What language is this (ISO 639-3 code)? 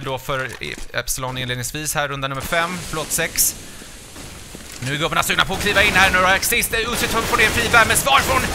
swe